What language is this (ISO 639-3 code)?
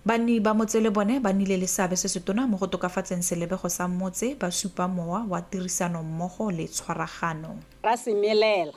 tsn